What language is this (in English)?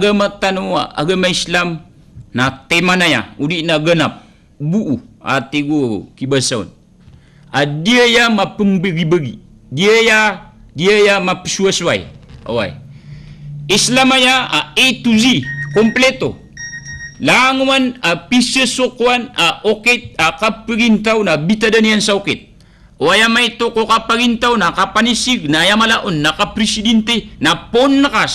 Maranao